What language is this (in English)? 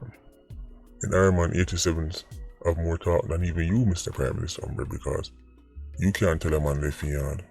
Jamaican Creole English